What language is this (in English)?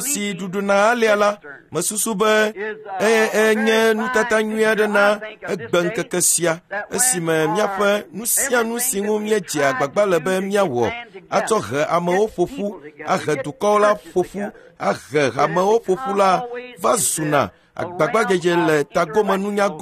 Ewe